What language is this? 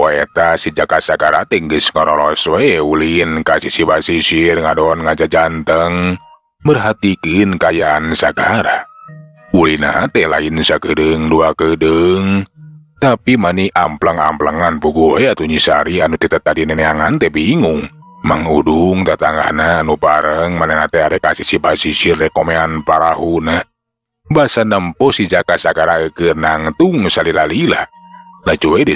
Sundanese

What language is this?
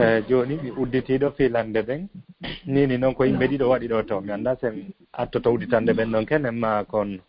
Fula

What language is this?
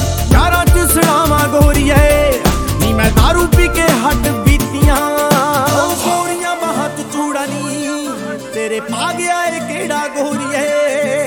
Punjabi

